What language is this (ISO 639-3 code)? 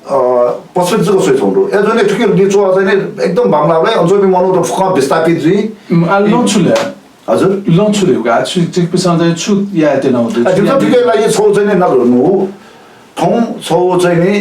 new